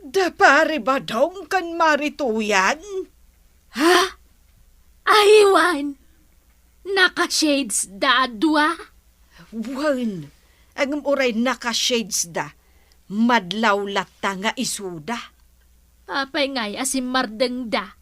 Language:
Iloko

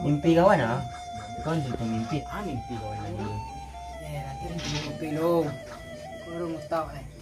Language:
Minangkabau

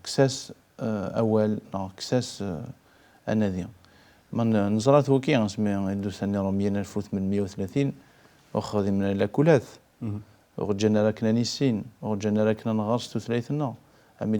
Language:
Kabyle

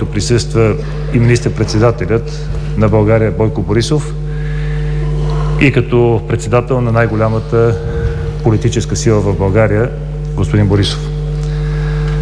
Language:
Bulgarian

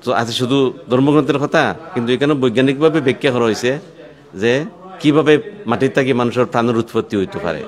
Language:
Sylheti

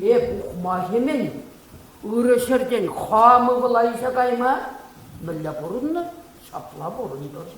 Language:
Chuvash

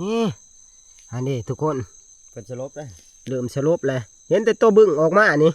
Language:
Northeastern Thai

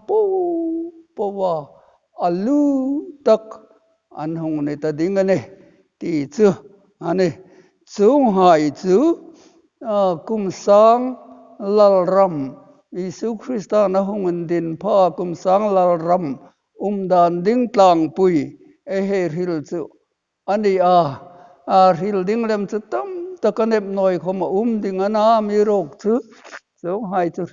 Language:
Hmar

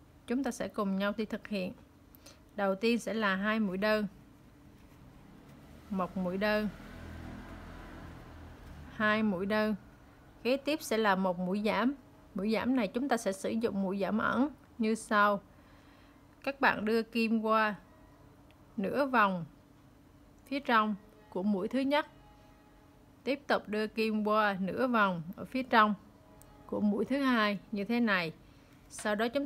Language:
Vietnamese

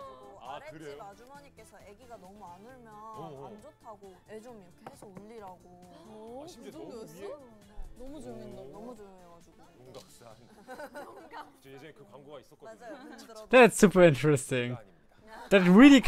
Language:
Korean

